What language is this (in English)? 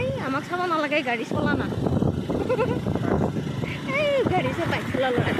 Assamese